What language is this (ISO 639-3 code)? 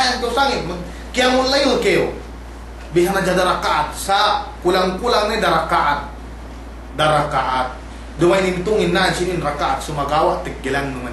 yka